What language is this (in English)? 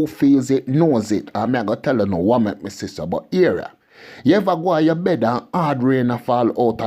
Jamaican Creole English